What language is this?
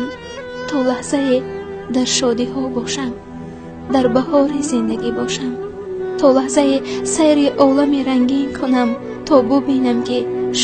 Tajik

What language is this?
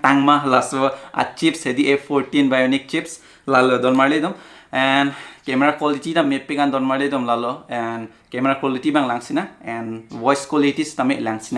Karbi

